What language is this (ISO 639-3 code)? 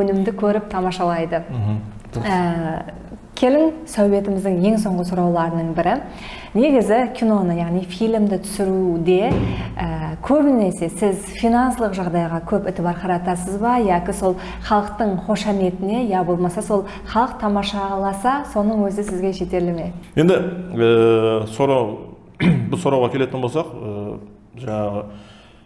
kaa